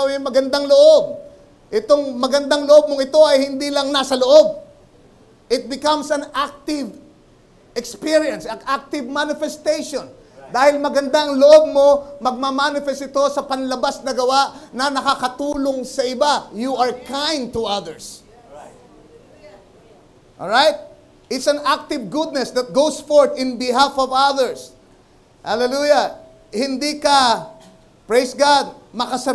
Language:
Filipino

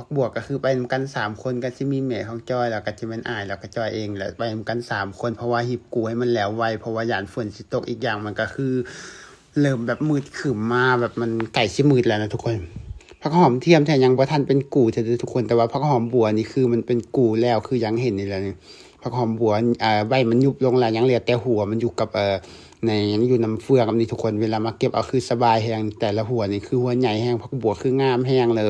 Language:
Lao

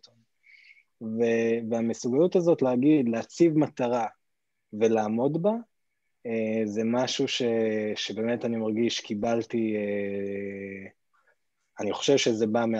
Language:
Hebrew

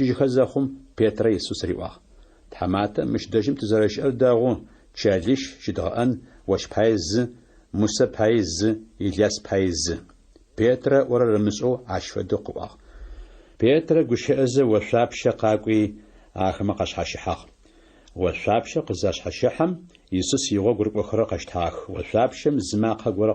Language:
Adyghe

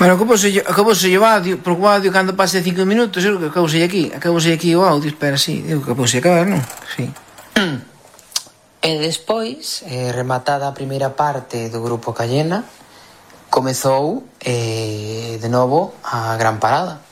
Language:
Galician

